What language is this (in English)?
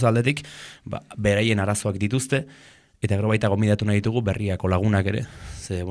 Basque